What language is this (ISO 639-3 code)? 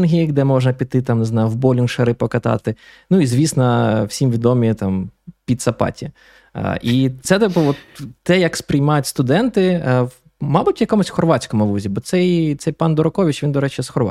ukr